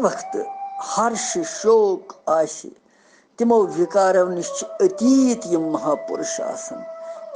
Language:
Kashmiri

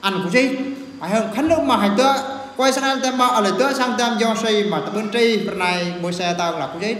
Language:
Eastern Bru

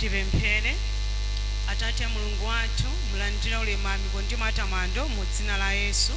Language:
Nyanja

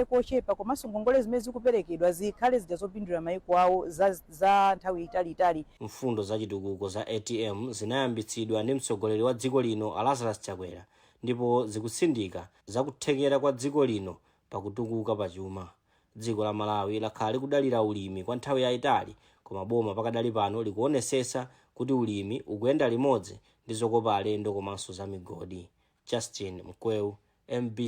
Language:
Nyanja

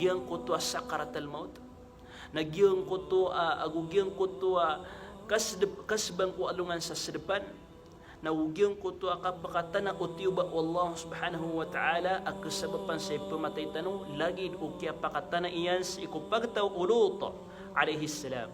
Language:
Maranao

